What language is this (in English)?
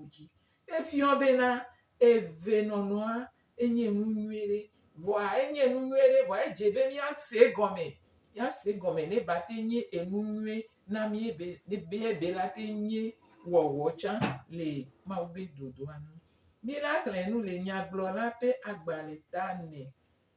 Gen